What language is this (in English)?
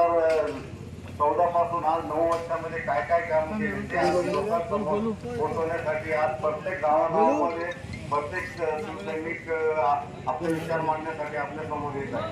Marathi